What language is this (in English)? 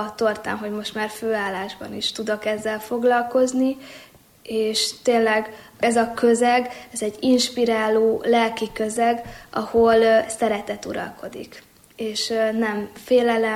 Hungarian